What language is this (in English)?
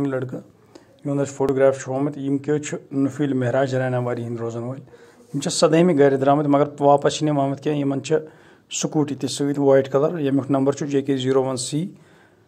Kashmiri